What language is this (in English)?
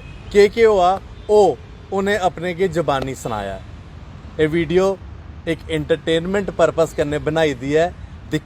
Dogri